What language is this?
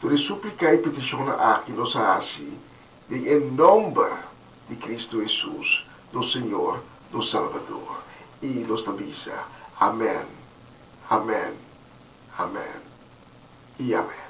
Papiamento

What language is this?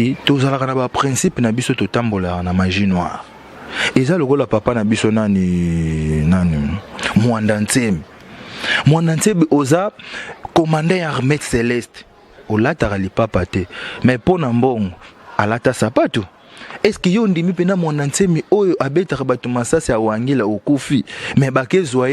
Lingala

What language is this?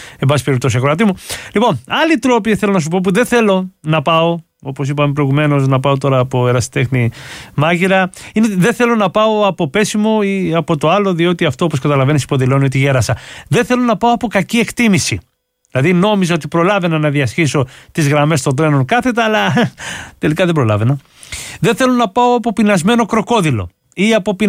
Greek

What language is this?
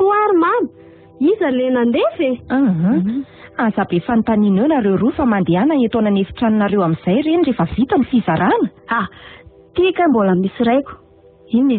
Malagasy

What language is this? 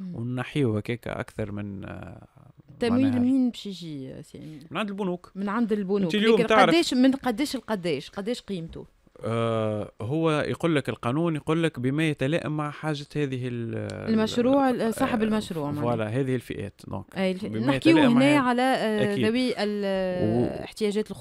Tunisian Arabic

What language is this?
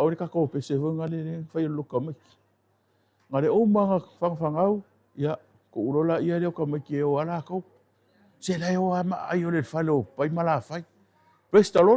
Samoan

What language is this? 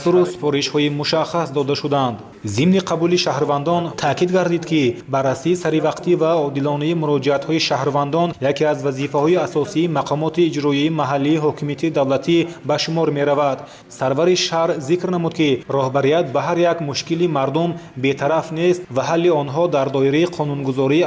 Tajik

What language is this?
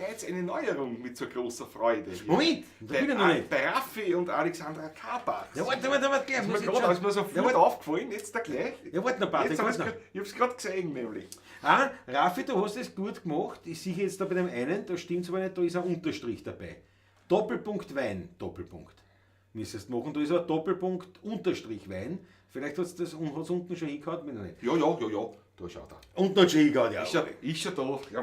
Bavarian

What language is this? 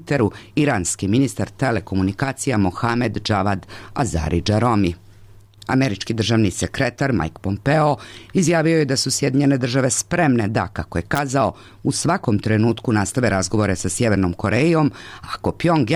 Serbian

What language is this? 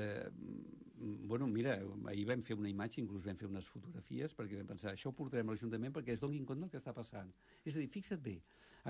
Catalan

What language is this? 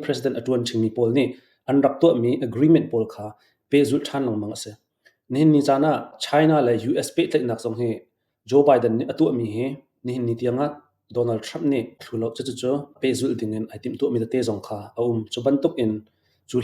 Hakha Chin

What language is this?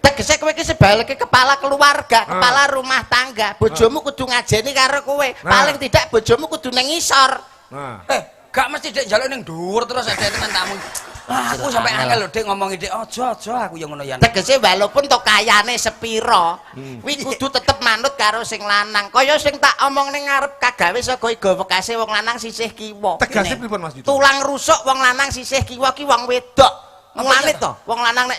Javanese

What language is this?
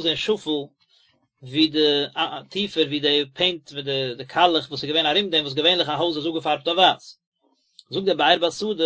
Yiddish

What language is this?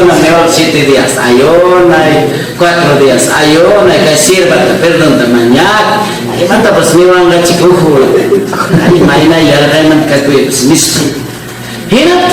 Ayacucho Quechua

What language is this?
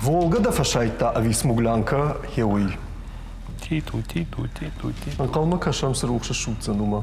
Ossetic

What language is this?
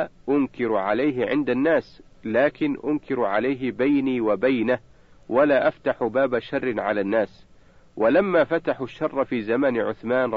Arabic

